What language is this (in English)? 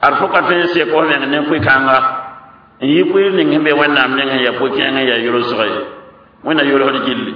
Mossi